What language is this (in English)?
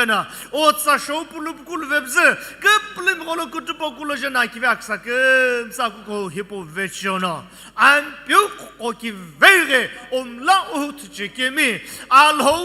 Sumi Naga